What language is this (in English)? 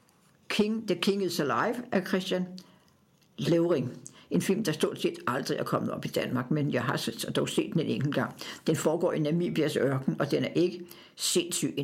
Danish